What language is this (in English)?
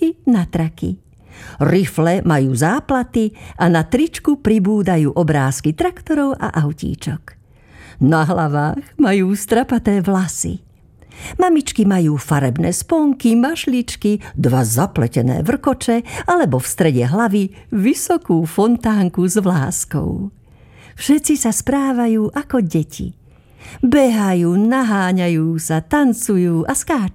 Slovak